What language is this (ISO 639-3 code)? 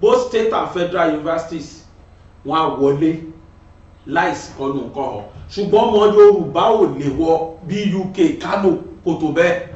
yor